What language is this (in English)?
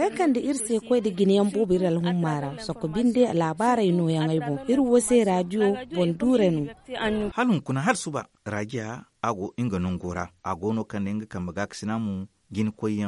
Zarma